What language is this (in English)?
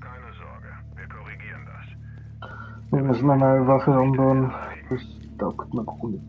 Bavarian